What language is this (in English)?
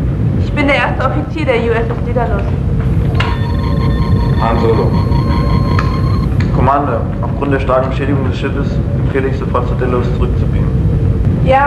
German